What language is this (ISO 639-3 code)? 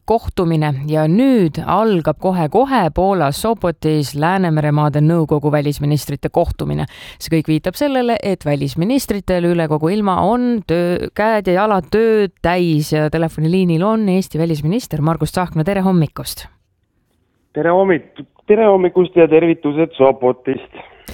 est